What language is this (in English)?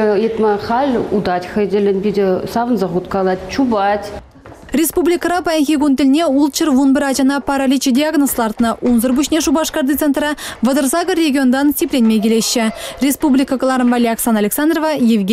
Chuvash